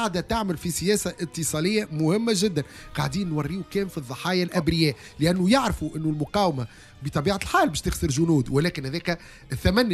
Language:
Tunisian Arabic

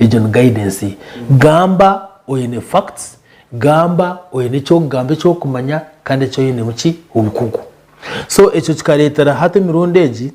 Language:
Nyankole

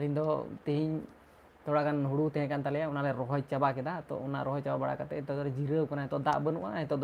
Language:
Santali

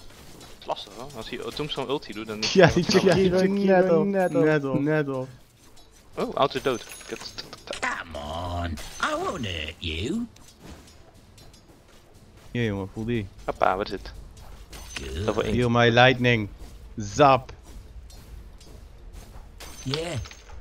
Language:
Dutch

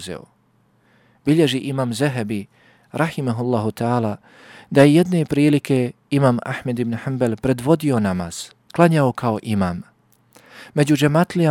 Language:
Bosnian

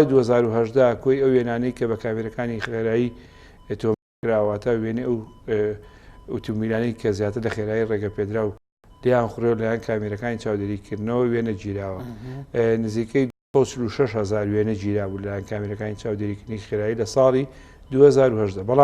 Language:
Central Kurdish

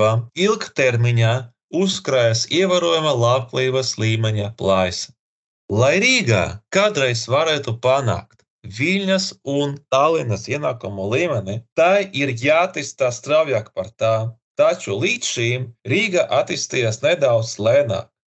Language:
Latvian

